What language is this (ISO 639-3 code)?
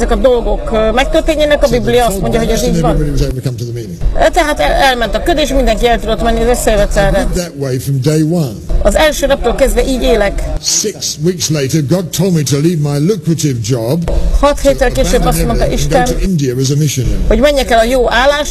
hun